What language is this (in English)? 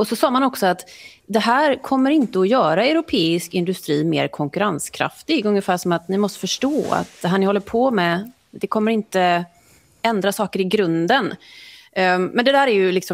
Swedish